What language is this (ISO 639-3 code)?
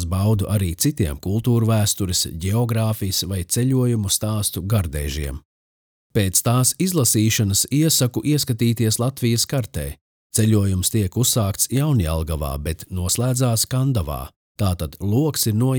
lav